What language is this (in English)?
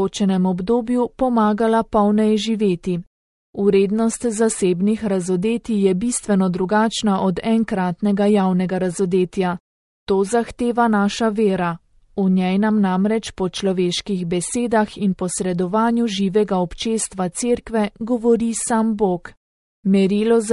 Slovenian